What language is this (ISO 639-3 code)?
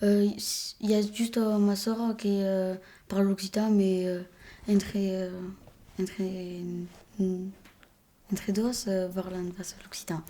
oci